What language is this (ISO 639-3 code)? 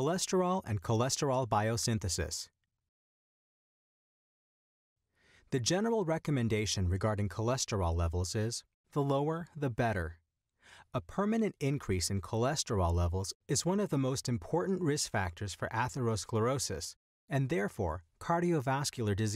eng